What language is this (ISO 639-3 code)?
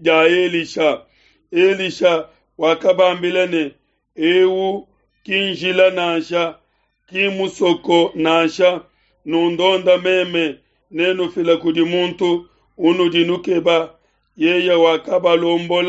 lua